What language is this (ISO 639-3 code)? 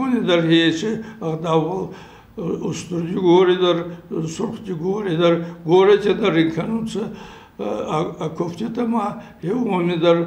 oss